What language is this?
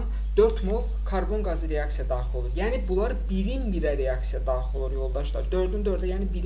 Azerbaijani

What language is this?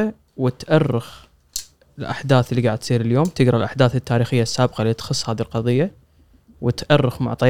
Gulf Arabic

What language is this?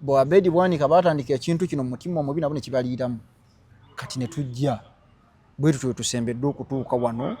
Ganda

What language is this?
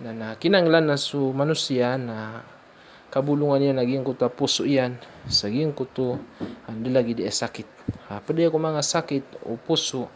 Maranao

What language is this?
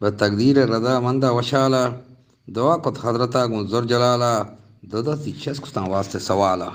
Eastern Balochi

